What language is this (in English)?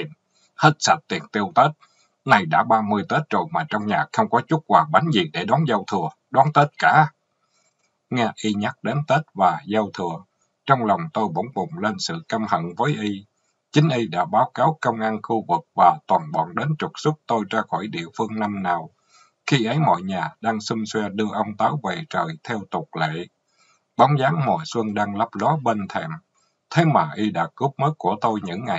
Vietnamese